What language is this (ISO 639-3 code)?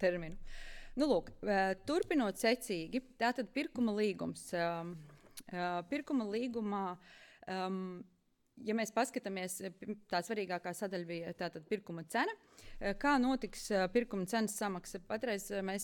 lav